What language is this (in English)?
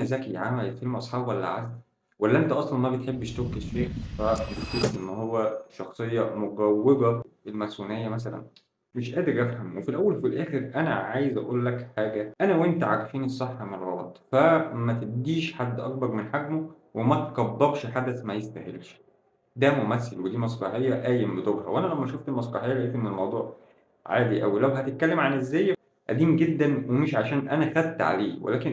Egyptian Arabic